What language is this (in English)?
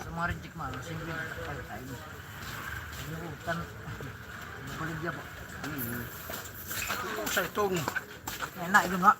Waray